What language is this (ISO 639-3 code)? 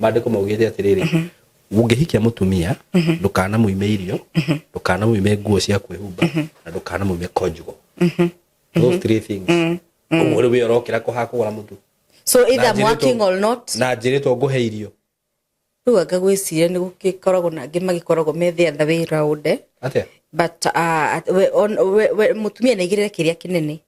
kik